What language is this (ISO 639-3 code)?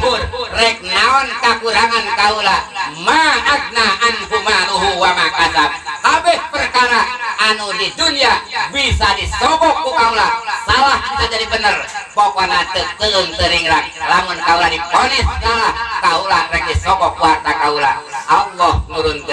sun